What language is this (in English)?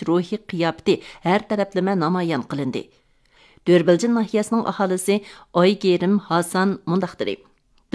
Uyghur